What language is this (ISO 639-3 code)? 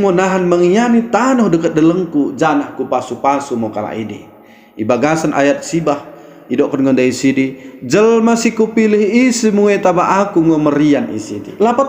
btd